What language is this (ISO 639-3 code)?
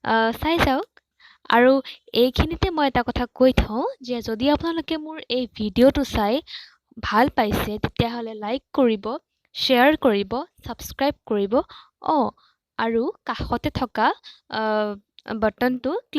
asm